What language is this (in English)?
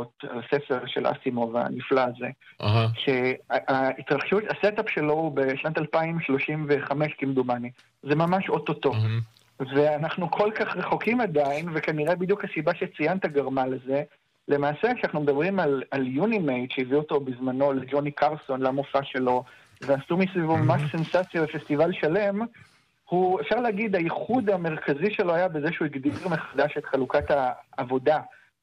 Hebrew